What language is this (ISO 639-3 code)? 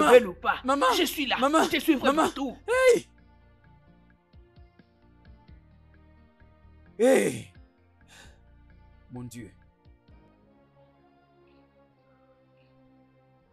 fra